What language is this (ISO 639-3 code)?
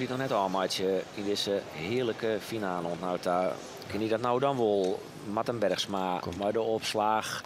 fry